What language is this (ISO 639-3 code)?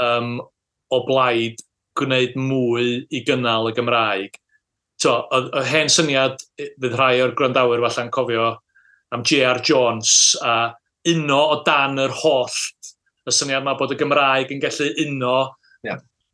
cym